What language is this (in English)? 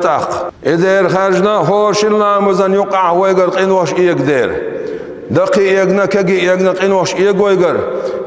Chechen